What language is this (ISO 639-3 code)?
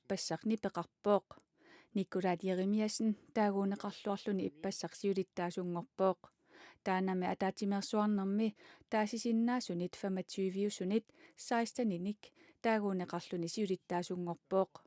kal